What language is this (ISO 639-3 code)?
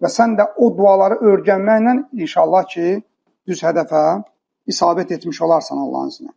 aze